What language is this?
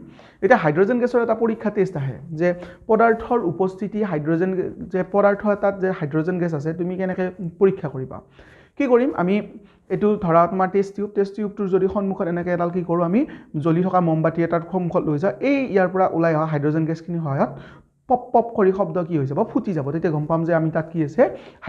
Assamese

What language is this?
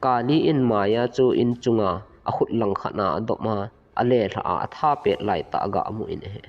Thado Chin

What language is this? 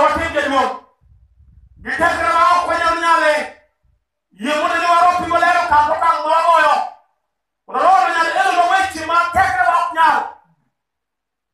Luo (Kenya and Tanzania)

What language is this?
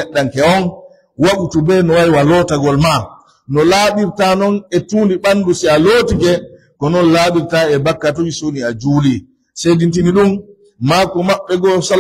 Pular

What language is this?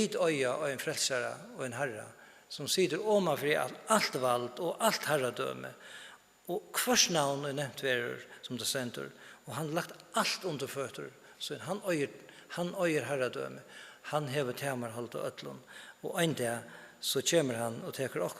Faroese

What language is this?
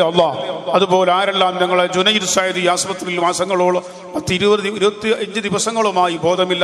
Malayalam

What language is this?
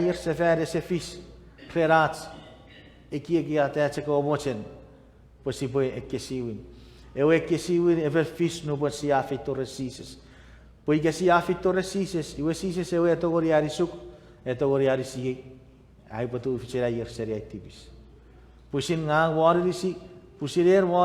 Chuukese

